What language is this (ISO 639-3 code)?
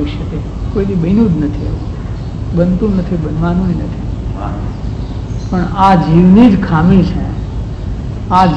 guj